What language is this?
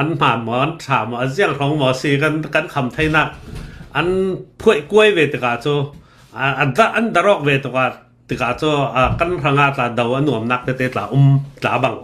Hakha Chin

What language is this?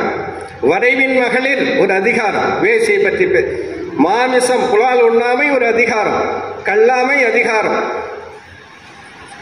Tamil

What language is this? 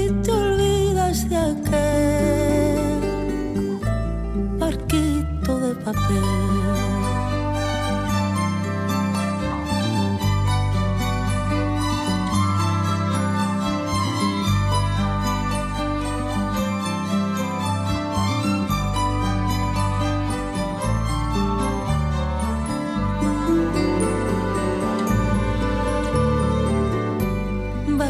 Spanish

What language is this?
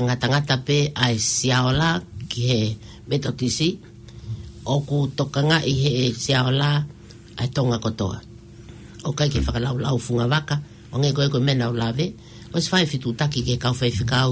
Tongan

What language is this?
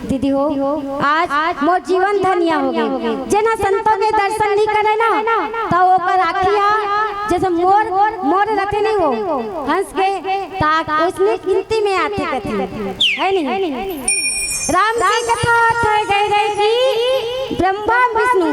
Chhattisgarhi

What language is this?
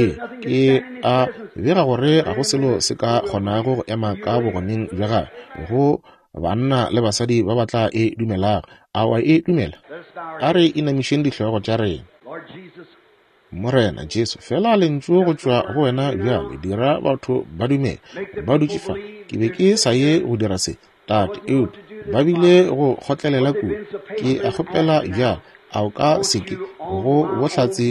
Northern Sotho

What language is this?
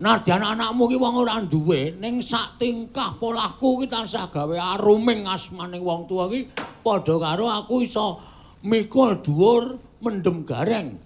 Javanese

